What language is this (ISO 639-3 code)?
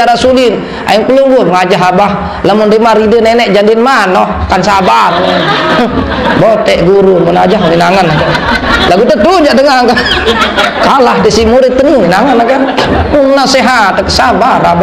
sas